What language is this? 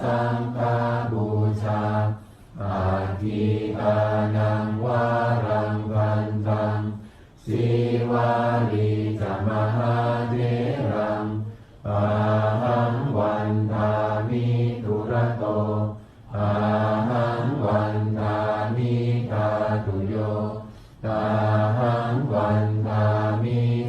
Pali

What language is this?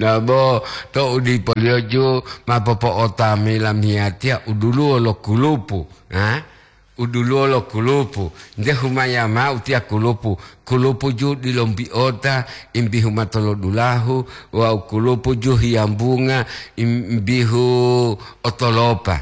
Gorontalo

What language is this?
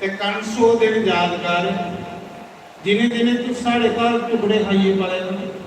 Dogri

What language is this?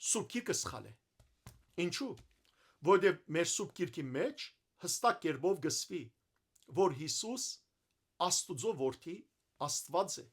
Western Armenian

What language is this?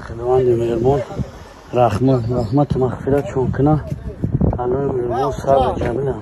Tajik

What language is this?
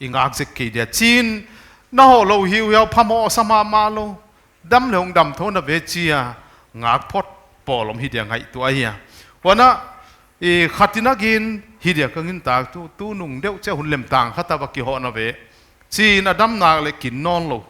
Paite Chin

